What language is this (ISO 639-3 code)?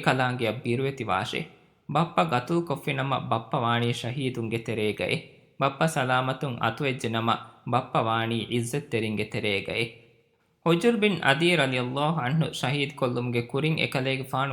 div